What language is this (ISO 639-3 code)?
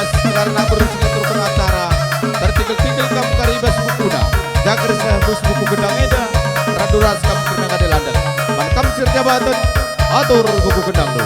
btx